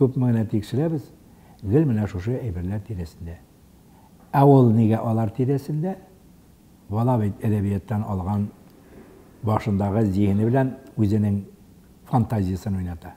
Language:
Tatar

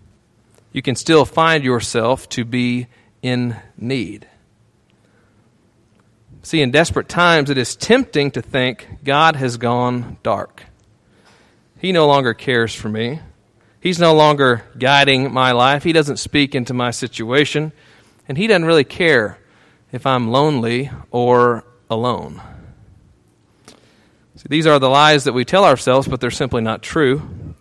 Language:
English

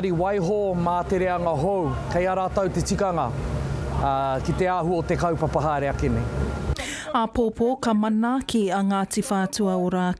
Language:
Māori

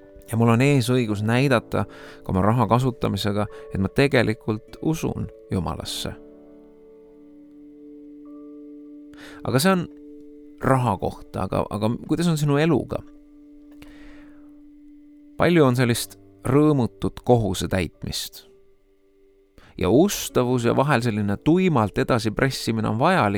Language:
Estonian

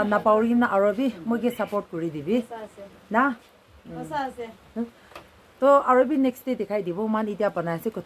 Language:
Naga Pidgin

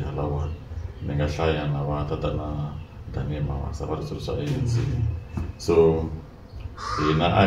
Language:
Tsonga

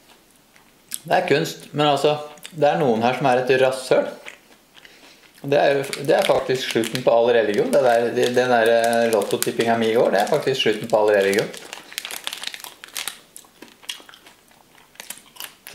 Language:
Norwegian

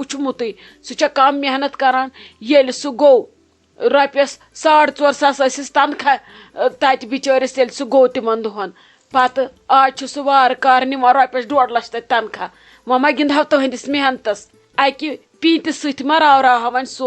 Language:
Kashmiri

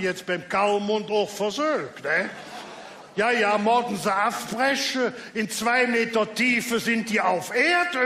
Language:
Colognian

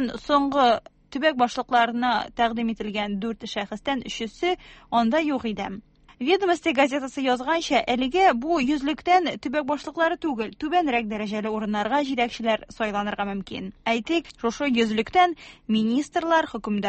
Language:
Tatar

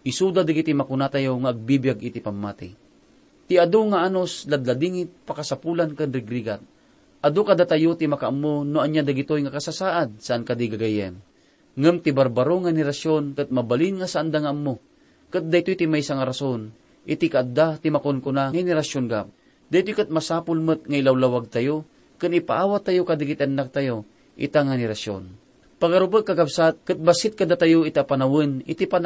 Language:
Iloko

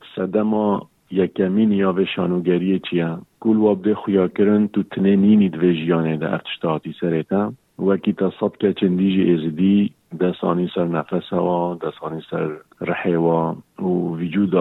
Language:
Kurdish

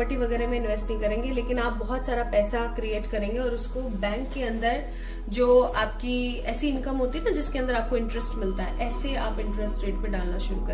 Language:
Hindi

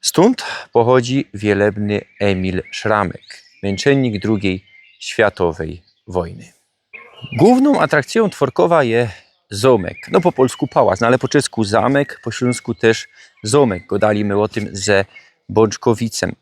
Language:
Silesian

